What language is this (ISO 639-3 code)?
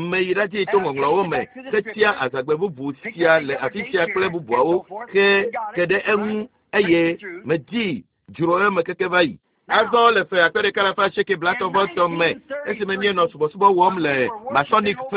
ewe